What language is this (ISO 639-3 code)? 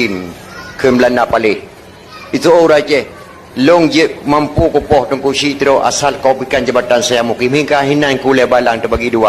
ace